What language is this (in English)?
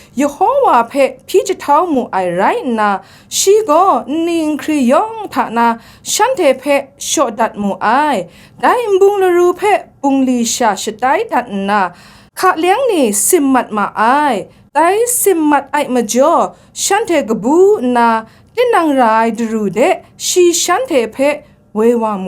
Kachin